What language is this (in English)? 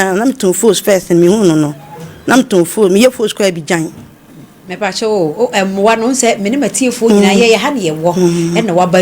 Akan